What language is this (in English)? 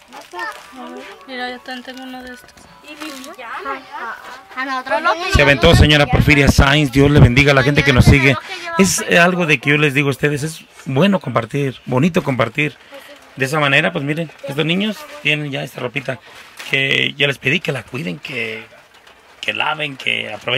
Spanish